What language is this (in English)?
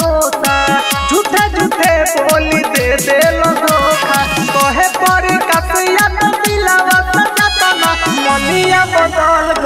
Bhojpuri